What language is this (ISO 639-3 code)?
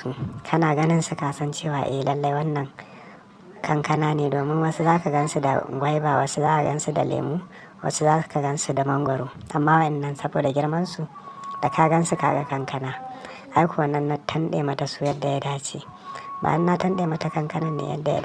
hau